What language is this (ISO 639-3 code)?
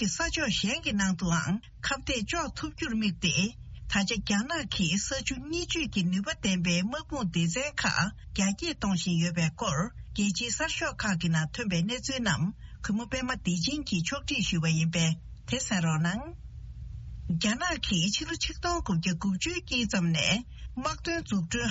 bod